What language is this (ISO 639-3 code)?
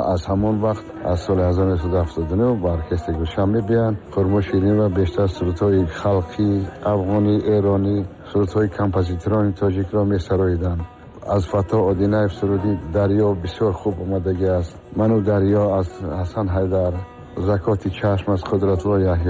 tgk